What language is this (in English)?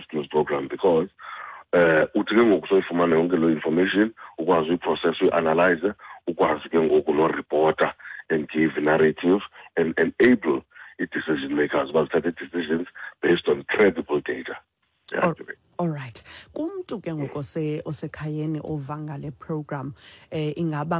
Xhosa